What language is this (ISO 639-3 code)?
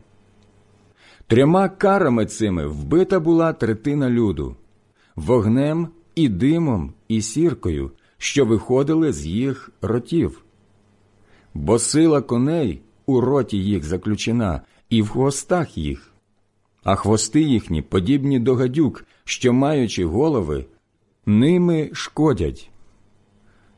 ukr